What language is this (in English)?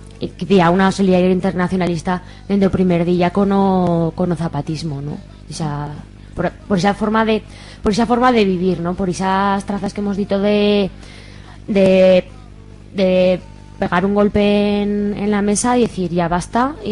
Aragonese